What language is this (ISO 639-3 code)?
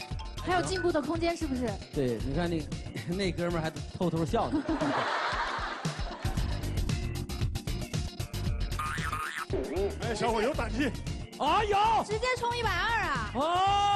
zho